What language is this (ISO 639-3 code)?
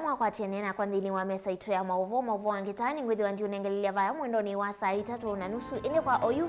kam